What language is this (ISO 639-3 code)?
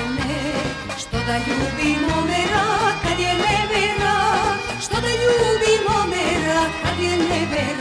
srp